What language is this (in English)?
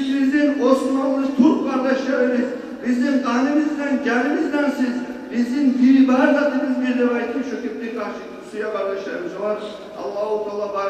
Kumyk